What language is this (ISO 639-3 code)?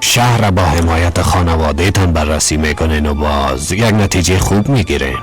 fas